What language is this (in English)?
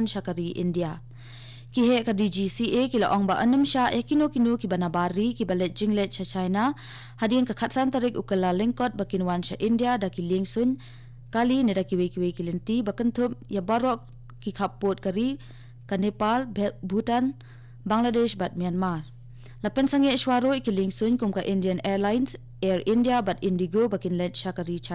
Khasi